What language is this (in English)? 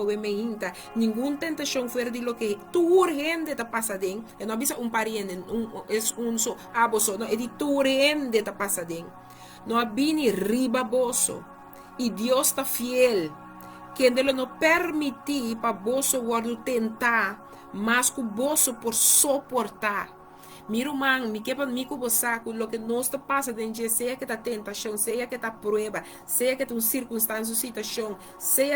Papiamento